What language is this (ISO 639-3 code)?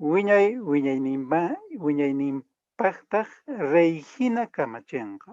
que